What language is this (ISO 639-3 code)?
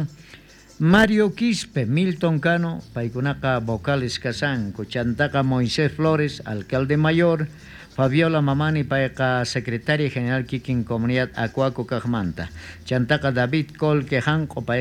quh